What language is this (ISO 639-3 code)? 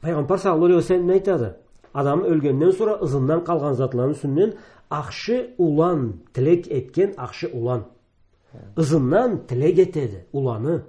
krc